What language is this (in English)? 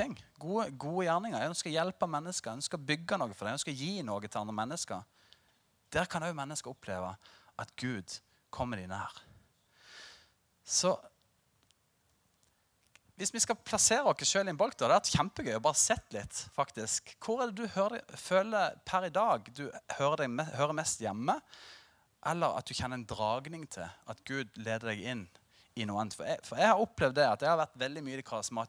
Norwegian